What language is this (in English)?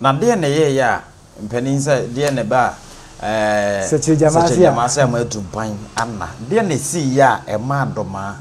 Akan